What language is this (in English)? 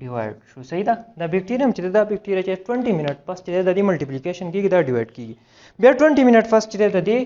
Pashto